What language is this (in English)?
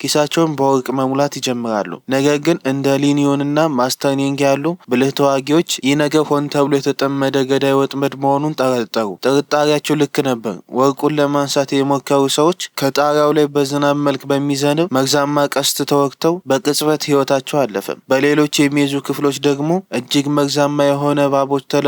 Amharic